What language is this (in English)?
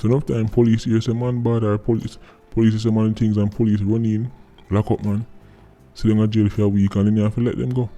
Jamaican Creole English